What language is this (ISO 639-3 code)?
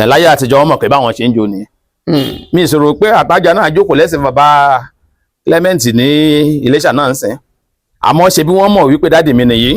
yor